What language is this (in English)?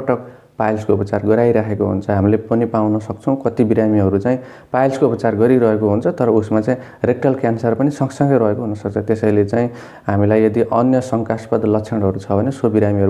Nepali